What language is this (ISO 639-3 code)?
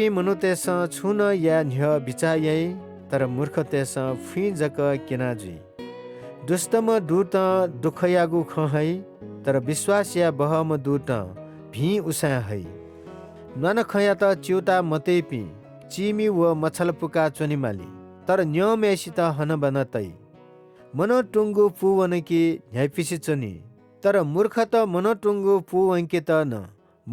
new